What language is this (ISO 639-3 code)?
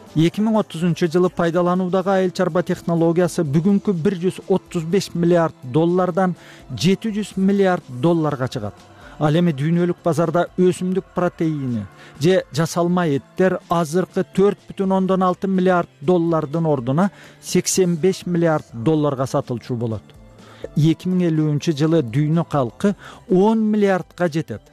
kir